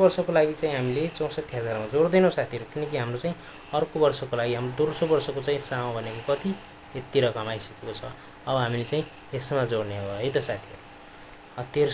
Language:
Nepali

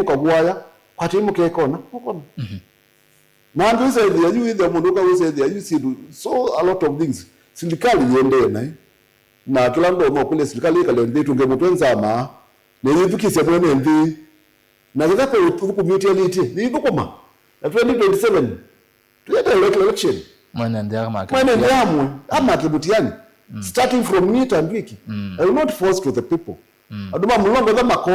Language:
Kamba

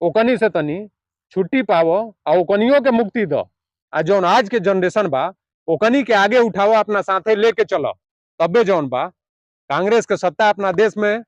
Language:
Bhojpuri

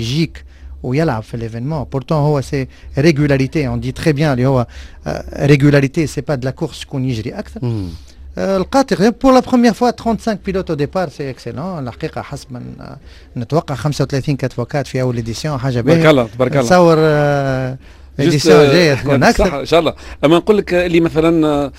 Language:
Tunisian Arabic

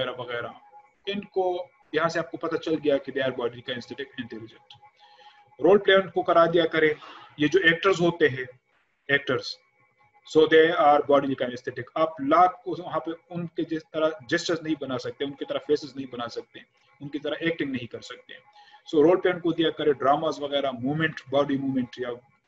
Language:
Urdu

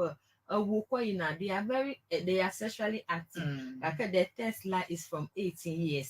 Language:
Ewe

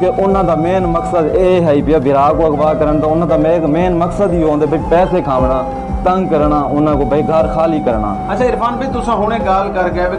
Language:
Saraiki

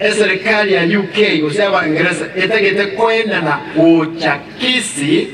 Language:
Gusii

